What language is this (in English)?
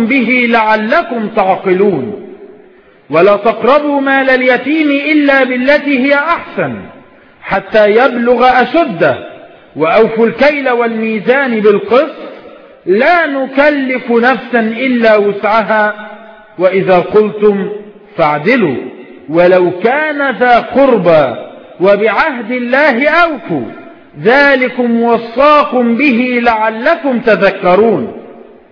Arabic